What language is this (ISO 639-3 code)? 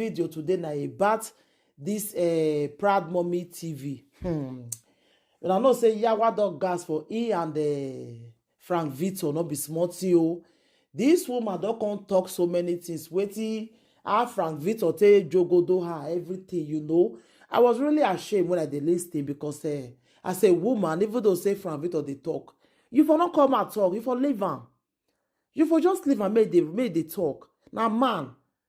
pcm